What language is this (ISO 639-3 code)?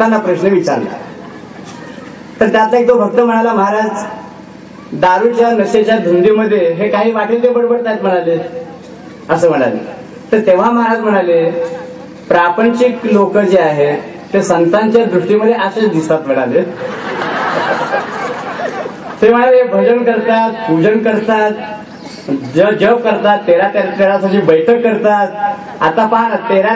mar